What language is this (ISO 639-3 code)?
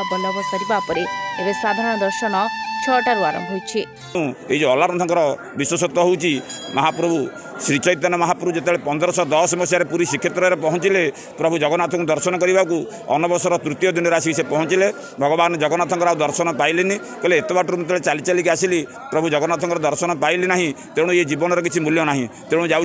ori